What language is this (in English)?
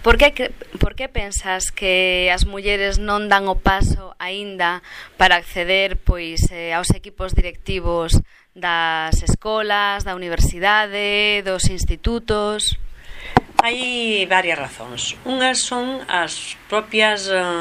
Galician